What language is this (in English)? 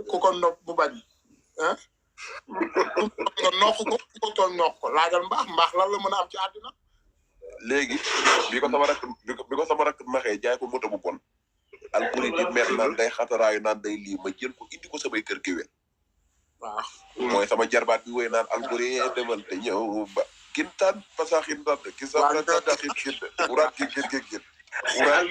Wolof